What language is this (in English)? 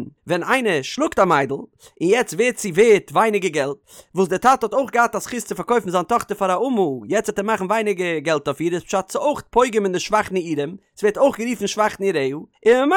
Yiddish